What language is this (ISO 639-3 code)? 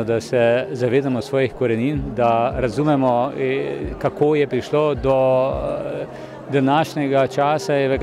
slv